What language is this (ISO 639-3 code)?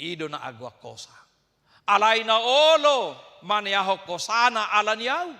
bbc